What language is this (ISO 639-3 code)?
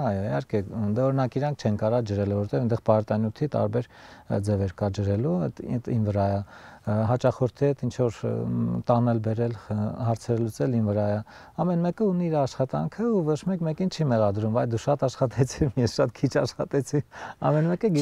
hye